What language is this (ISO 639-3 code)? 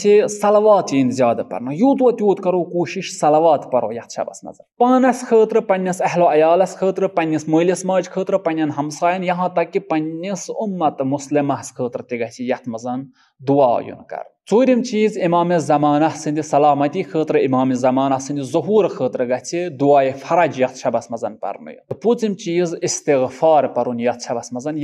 kas